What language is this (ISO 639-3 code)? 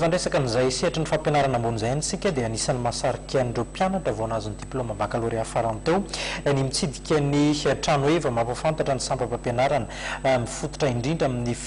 mlg